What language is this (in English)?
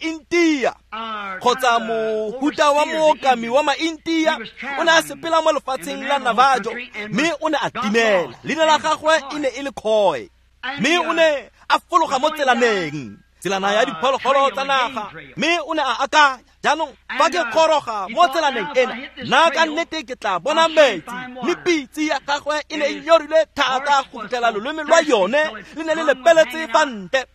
Tswana